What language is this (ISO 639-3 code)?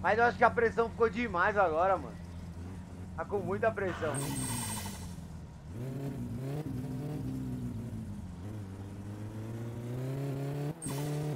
por